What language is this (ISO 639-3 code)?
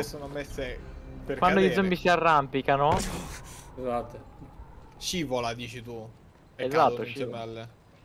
ita